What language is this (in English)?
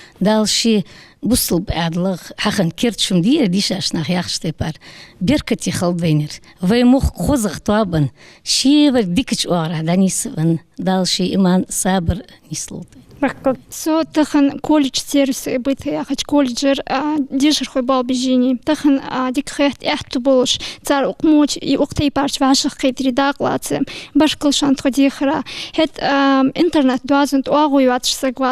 Ingush